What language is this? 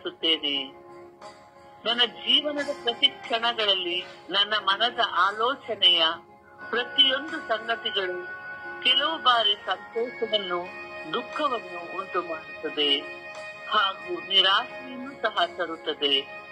Kannada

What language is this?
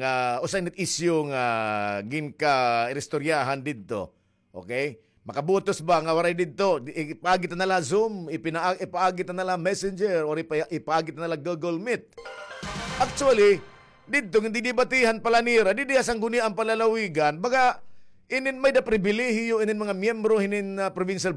Waray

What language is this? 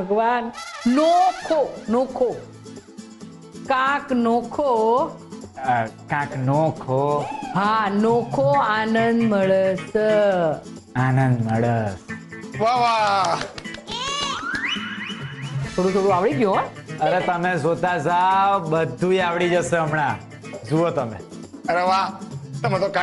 Gujarati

